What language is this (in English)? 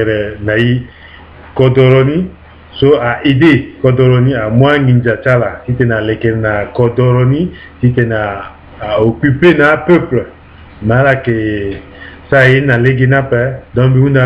Sango